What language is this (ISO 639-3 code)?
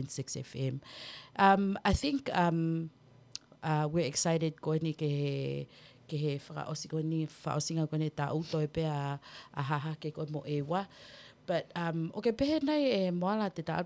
ton